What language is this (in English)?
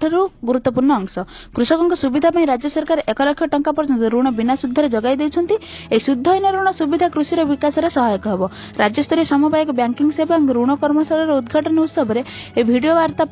Odia